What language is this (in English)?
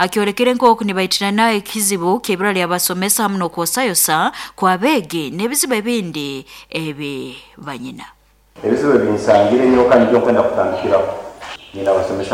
Nyoro